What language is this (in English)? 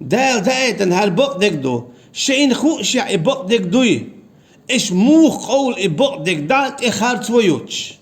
Chechen